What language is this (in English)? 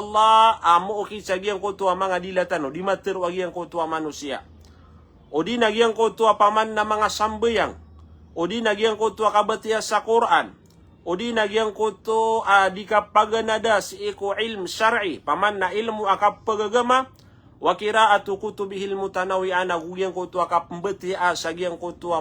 Maranao